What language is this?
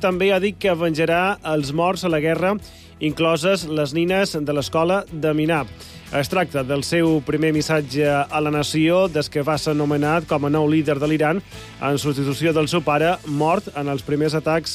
Catalan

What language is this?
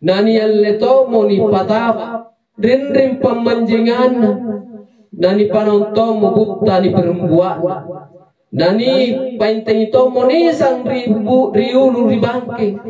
Makasar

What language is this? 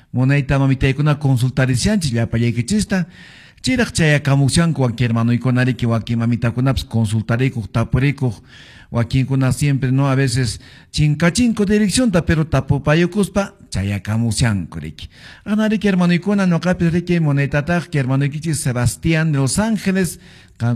Quechua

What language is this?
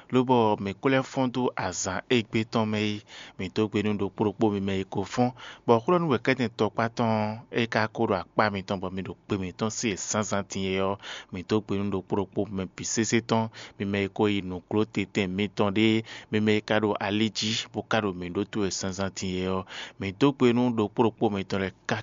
Fon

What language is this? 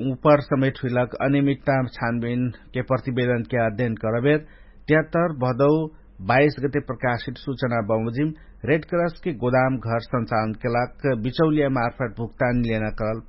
Dangaura Tharu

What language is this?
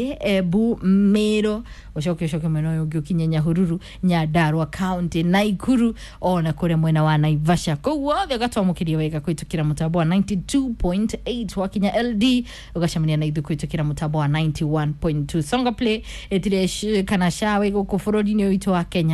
Kikuyu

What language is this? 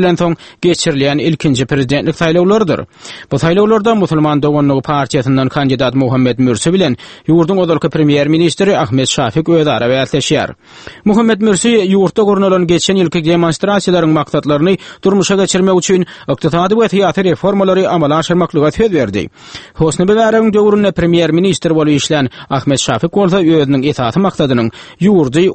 Turkmen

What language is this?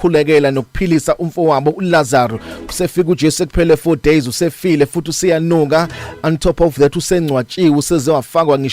Zulu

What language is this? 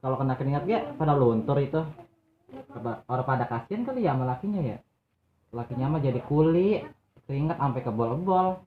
Betawi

